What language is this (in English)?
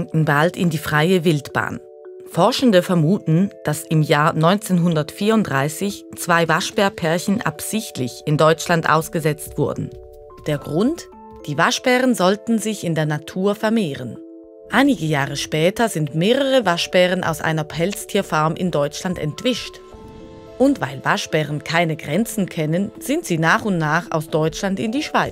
Swiss German